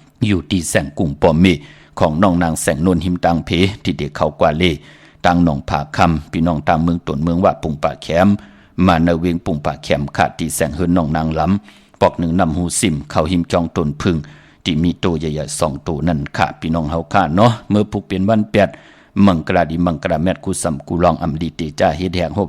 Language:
Shan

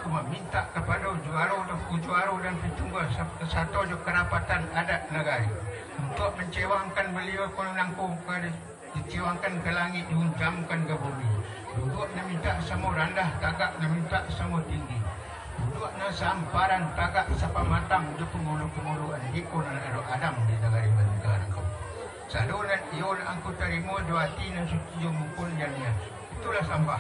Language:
Minangkabau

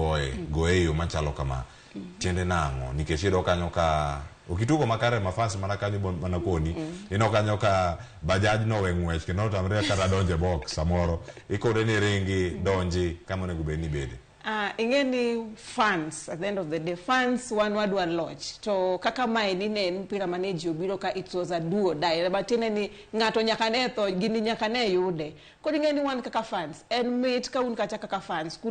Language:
Luo (Kenya and Tanzania)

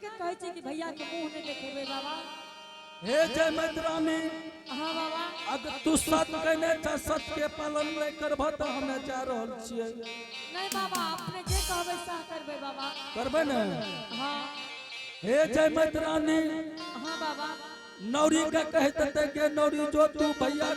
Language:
Angika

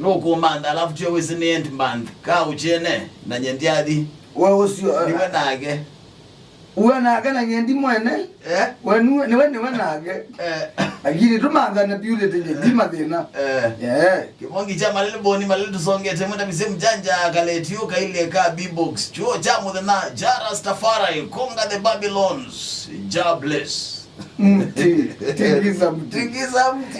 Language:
Kamba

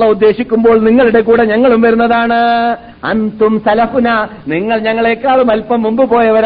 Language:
Malayalam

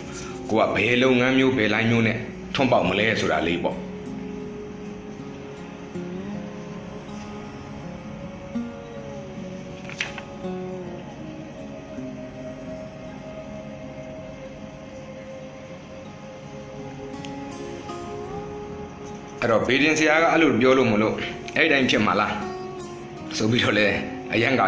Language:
Burmese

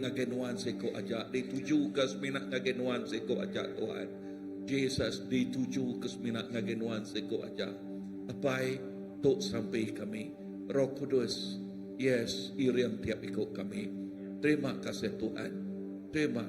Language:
Iban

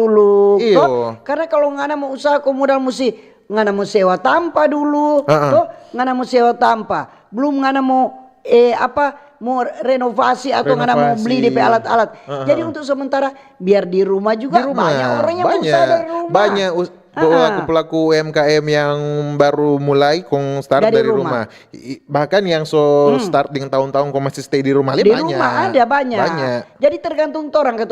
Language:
Manado Malay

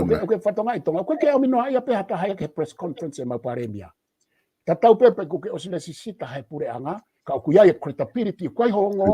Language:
Tongan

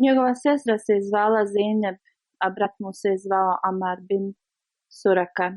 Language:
Bosnian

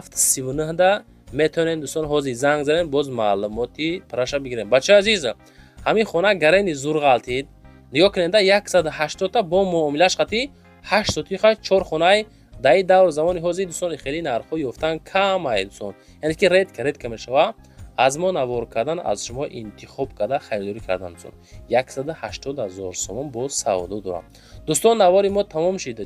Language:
Tajik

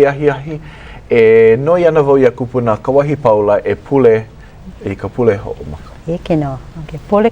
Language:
Hawaiian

